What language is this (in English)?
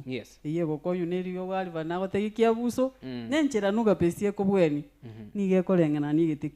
Gusii